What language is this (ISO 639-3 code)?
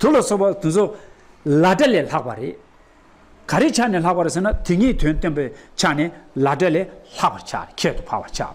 bod